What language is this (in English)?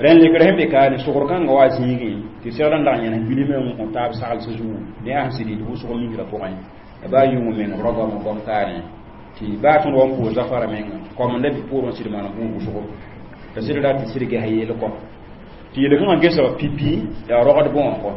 Mossi